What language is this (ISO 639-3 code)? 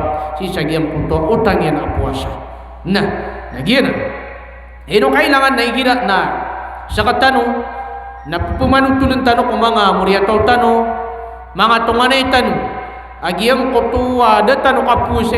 mrw